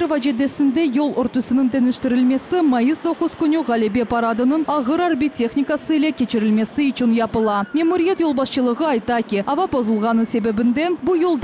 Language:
Crimean Tatar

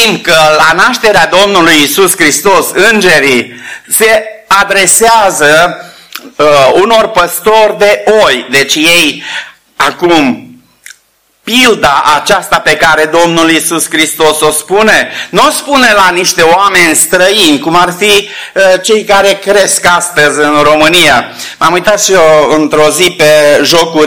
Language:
Romanian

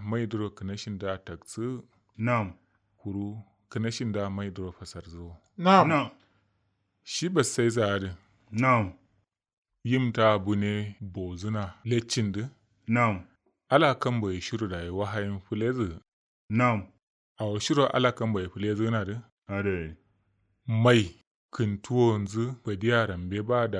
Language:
Kanuri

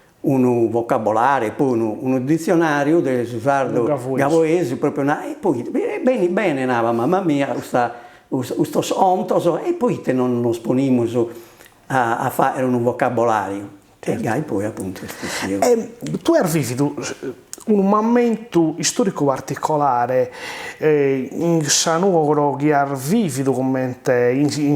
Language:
Sardinian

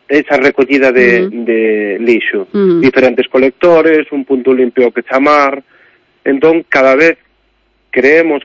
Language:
Galician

